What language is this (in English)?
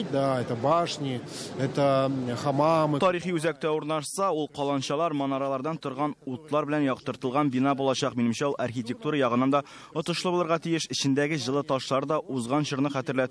Tatar